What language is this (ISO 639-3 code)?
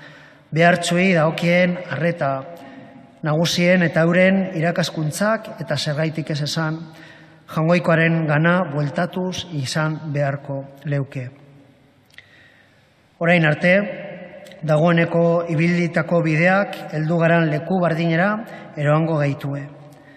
eus